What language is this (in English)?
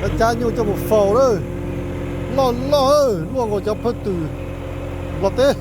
Hmong